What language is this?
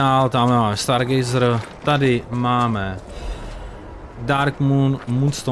Czech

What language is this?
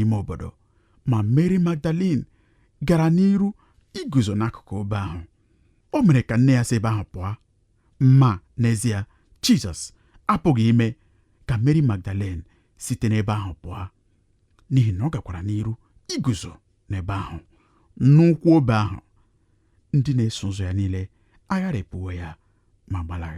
Igbo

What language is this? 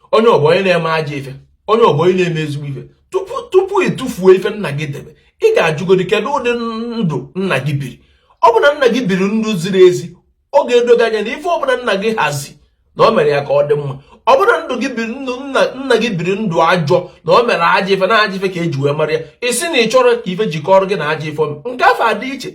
Igbo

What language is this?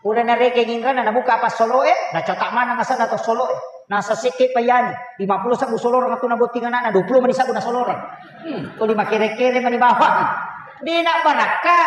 Buginese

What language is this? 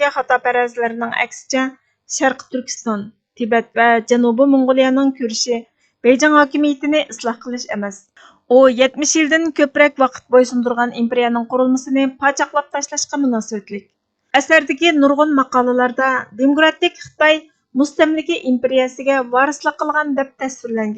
Uyghur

